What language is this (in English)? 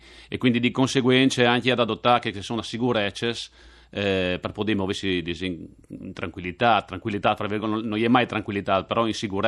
Friulian